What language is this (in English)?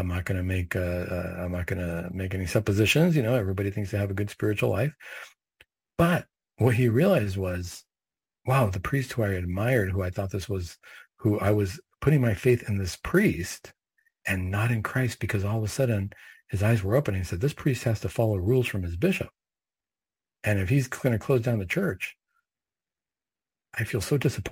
English